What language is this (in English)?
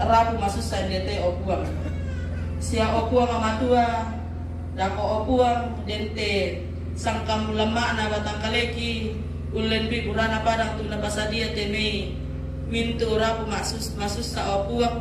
Toraja-Sa'dan